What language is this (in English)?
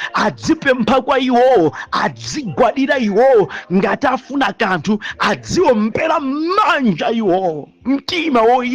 Nyanja